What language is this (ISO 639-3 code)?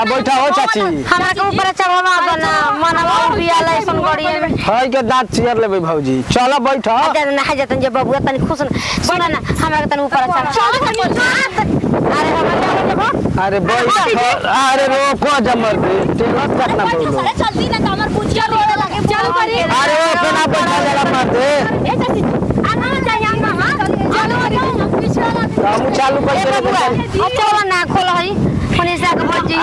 bho